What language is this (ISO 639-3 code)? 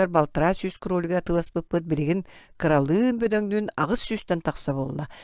sah